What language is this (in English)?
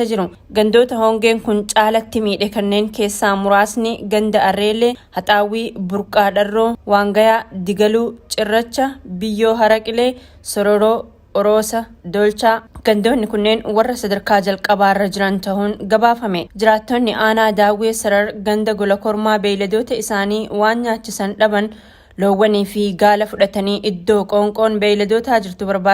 Oromo